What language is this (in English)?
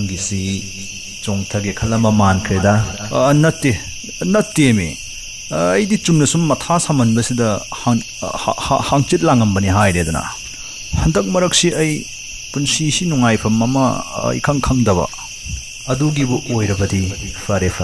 Manipuri